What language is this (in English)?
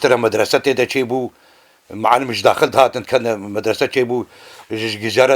Kurdish